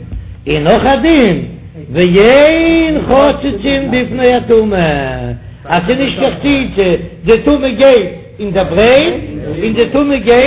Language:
Yiddish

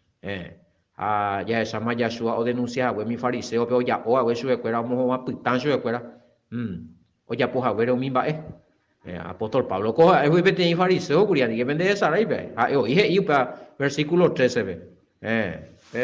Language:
Guarani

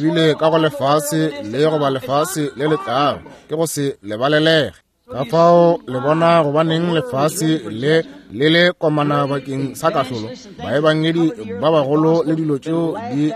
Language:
Northern Sotho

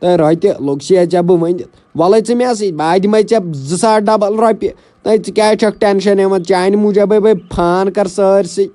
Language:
Kashmiri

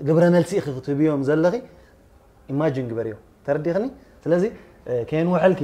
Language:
Tigrinya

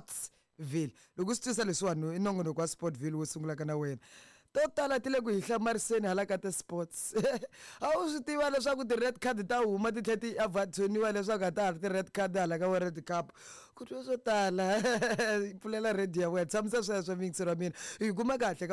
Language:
Tsonga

